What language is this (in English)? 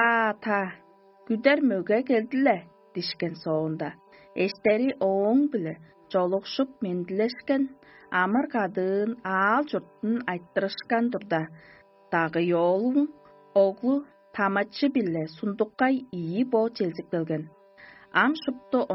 Tuvinian